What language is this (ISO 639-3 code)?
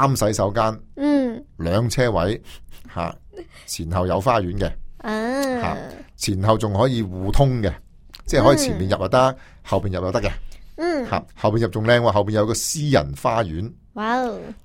yue